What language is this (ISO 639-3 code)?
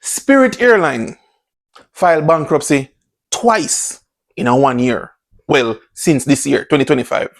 jam